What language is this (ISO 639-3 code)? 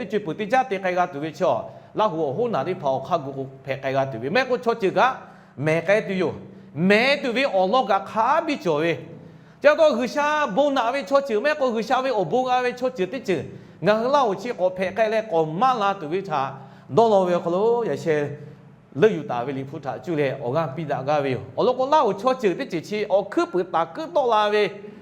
lhu